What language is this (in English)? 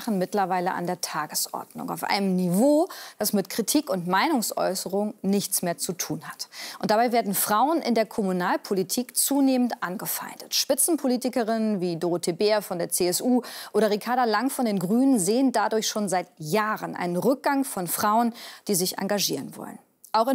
German